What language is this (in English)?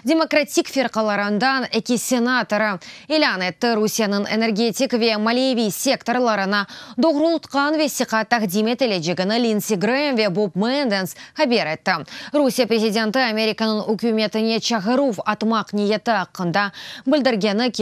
Crimean Tatar